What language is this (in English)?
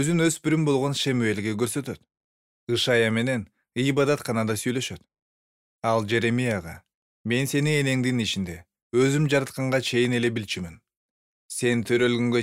Kyrgyz